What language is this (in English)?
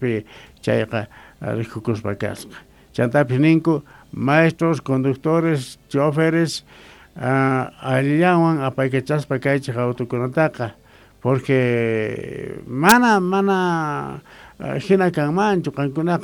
Quechua